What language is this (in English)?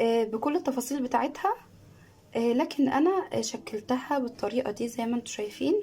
Egyptian Arabic